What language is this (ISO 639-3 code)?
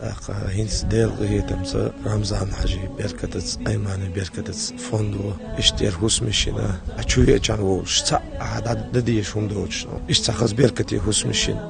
che